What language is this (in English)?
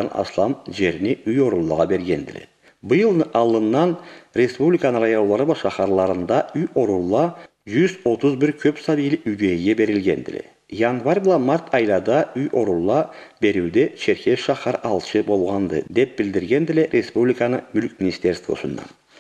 Karachay-Balkar